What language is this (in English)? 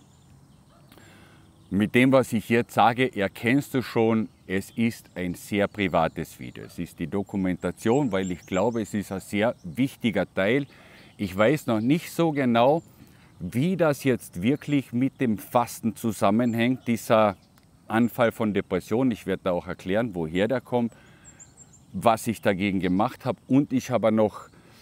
German